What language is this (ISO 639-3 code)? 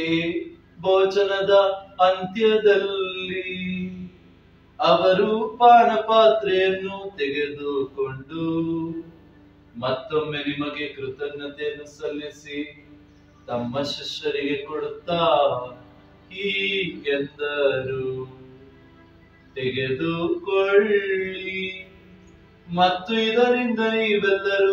kan